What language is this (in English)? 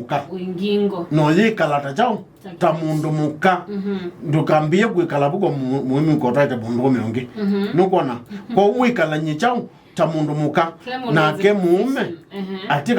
Kamba